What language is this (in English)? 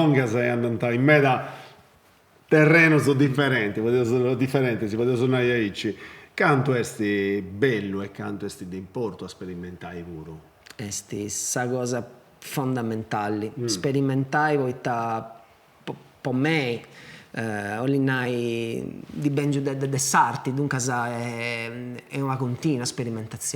Sardinian